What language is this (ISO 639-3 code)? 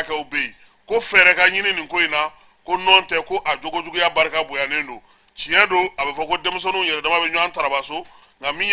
bam